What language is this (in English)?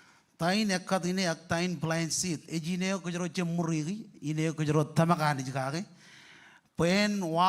Marshallese